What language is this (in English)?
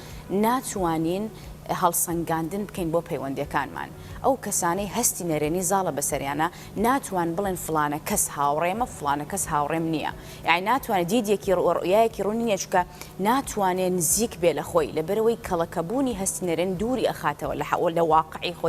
Central Kurdish